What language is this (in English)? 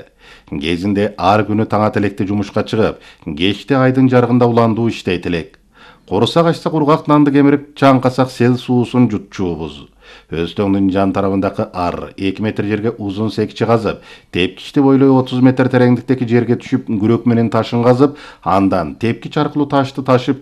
Kyrgyz